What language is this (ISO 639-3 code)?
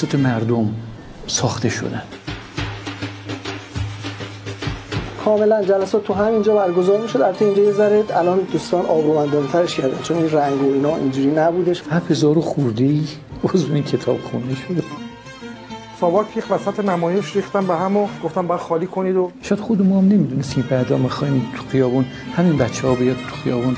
fas